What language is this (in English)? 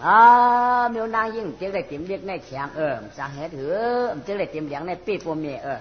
Shan